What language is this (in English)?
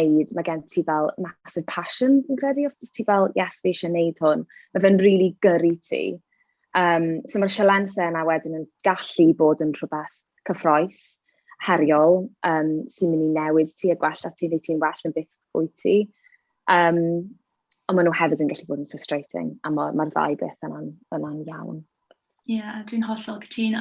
Welsh